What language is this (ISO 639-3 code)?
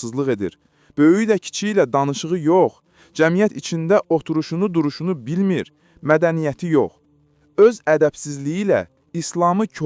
aze